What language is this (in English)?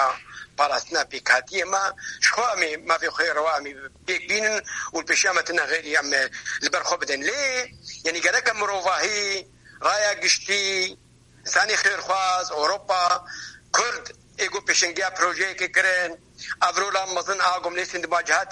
Kurdish